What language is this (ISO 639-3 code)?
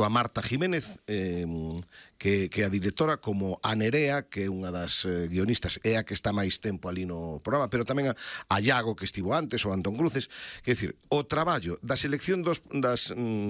glg